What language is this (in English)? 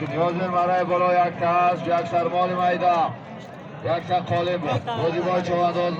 Tajik